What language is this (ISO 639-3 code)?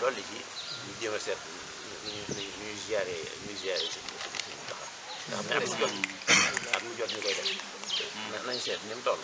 wol